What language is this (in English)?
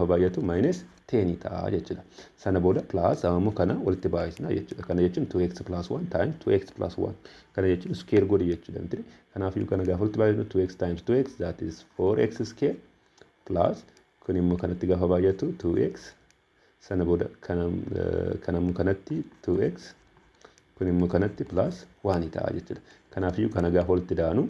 Oromo